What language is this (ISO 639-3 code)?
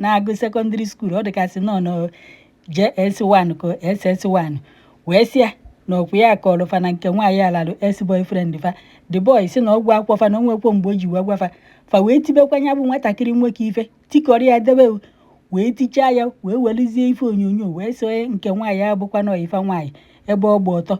ibo